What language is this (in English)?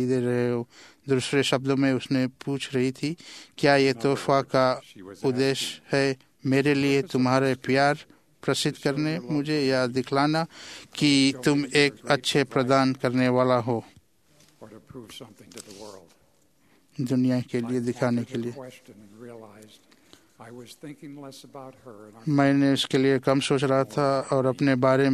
Hindi